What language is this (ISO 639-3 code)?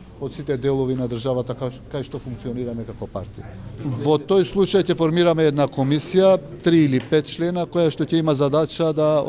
mkd